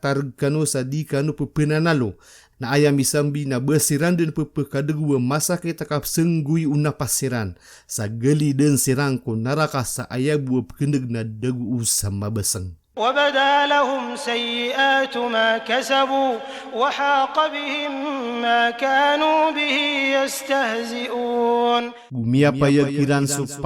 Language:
Maranao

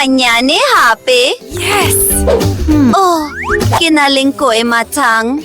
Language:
Southern Sotho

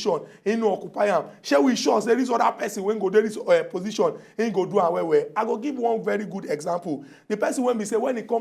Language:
Nigerian Pidgin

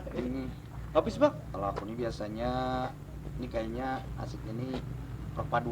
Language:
Banjar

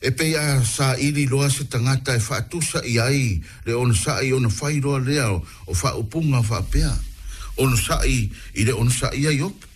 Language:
Samoan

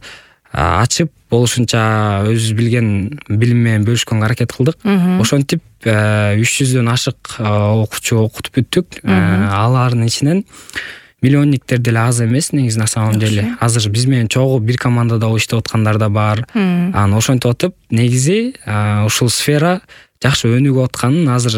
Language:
Kyrgyz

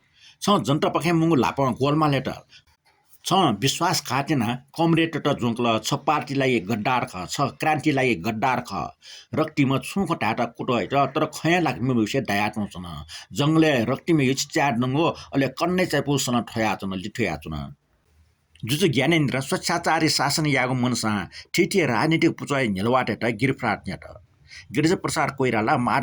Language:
Newari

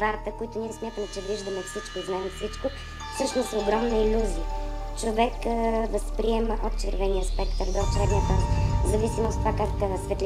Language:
Bulgarian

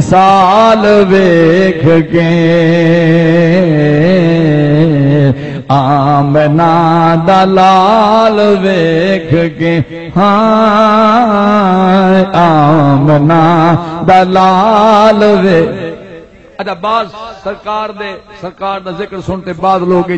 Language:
Saraiki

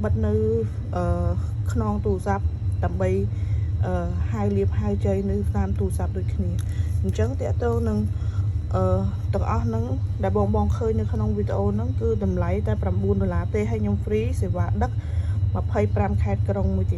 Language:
Khmer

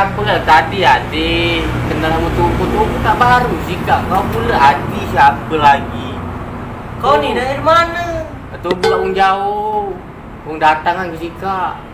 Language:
Musi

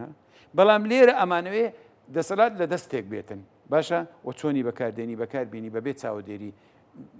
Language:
Central Kurdish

